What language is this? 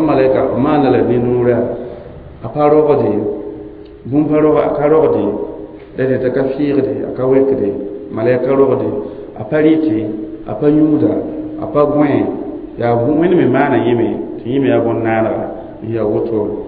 Mossi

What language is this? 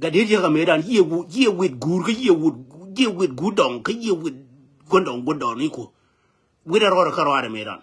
Nuer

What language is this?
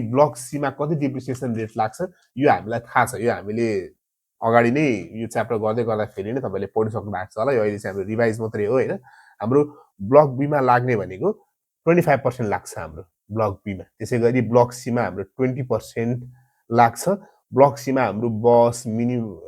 Nepali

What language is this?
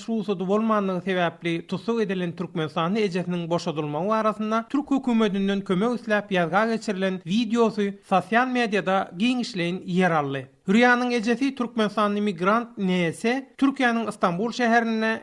Turkmen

